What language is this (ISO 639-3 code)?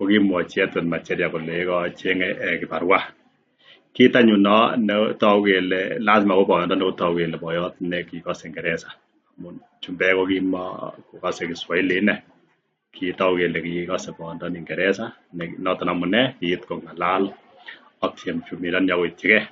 kln